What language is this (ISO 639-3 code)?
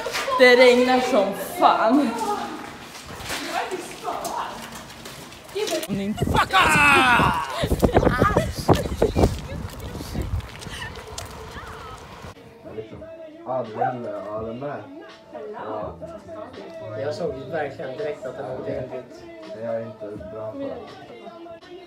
swe